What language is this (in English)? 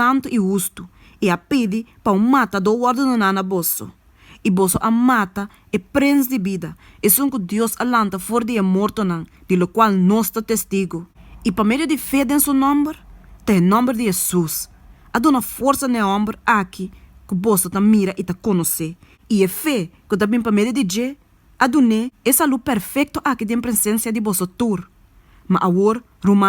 Papiamento